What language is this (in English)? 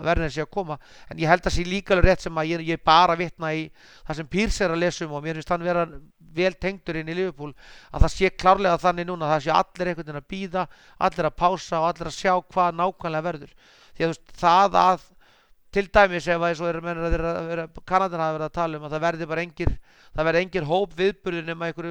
Icelandic